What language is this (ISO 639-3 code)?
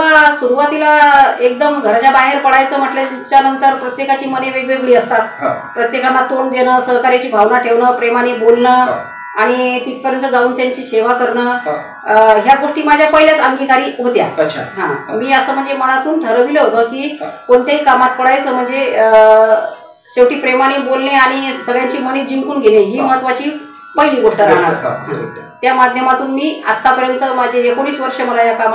mar